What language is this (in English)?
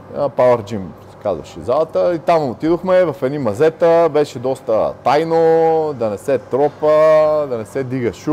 Bulgarian